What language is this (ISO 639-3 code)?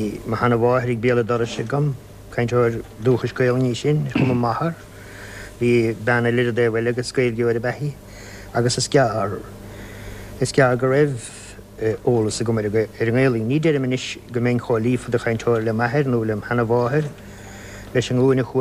gle